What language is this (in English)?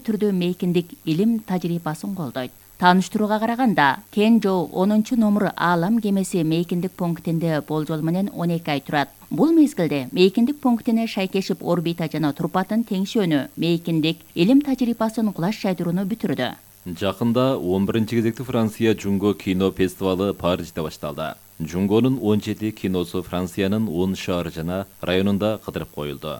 Kyrgyz